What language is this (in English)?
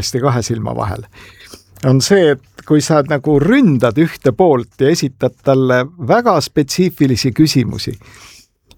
Estonian